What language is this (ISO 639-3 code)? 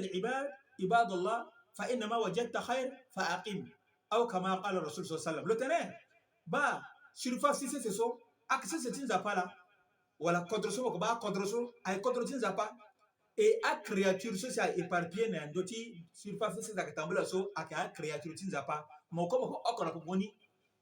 sag